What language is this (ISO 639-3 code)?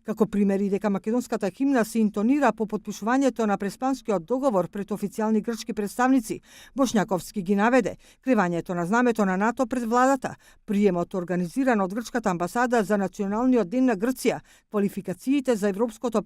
mkd